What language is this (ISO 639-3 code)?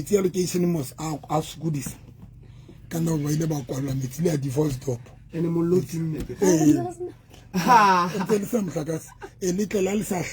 sot